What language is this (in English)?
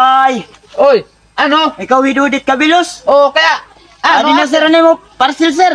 Waray